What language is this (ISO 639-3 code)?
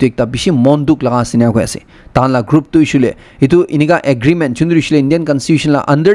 nag